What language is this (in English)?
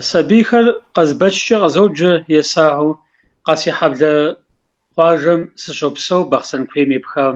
Kabardian